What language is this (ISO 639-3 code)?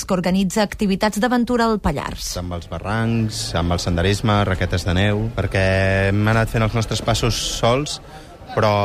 cat